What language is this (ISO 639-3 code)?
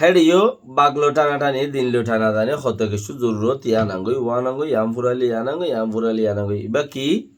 rhg